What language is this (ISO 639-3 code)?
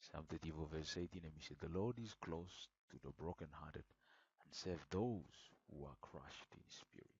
bis